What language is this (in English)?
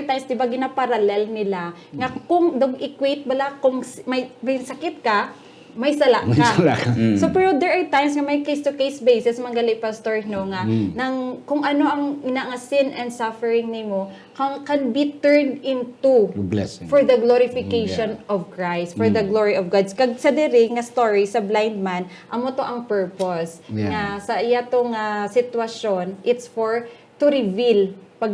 Hiligaynon